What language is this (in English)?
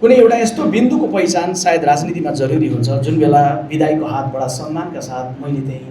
Nepali